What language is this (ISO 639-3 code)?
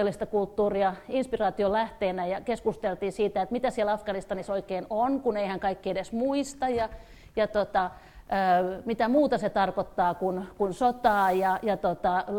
fin